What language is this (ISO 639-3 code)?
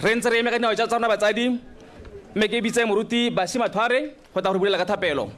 tsn